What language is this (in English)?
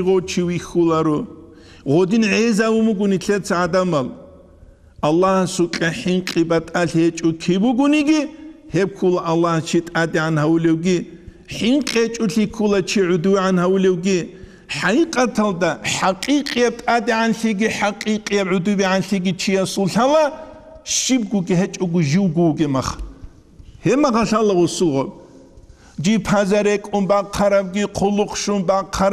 Avaric